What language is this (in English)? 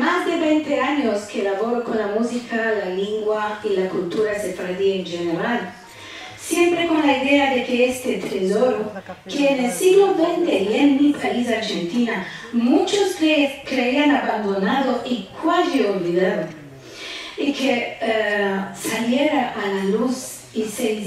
Ladino